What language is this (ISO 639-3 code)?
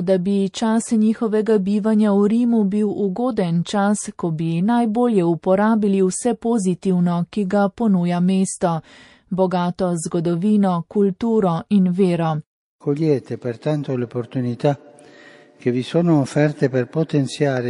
slv